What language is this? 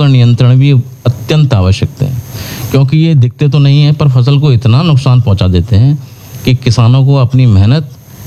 Hindi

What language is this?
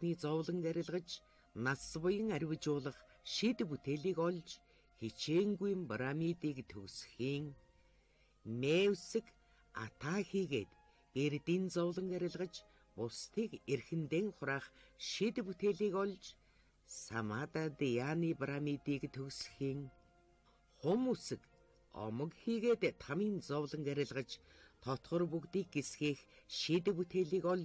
Mongolian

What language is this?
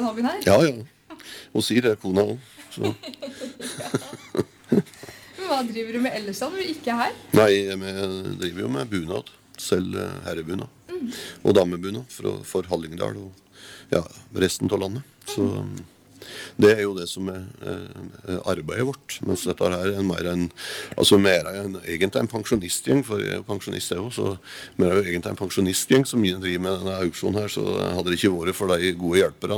Norwegian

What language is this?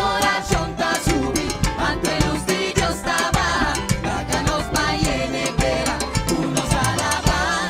Papiamento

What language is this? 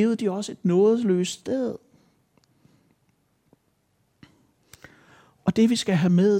Danish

